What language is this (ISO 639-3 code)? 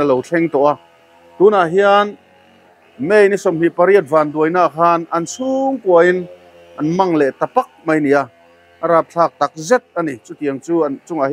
lus